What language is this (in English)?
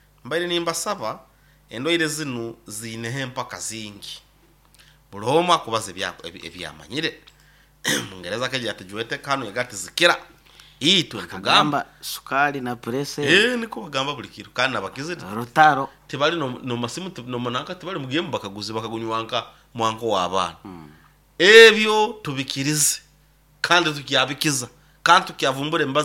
Nyoro